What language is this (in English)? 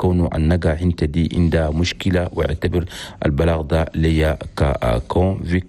Chadian Arabic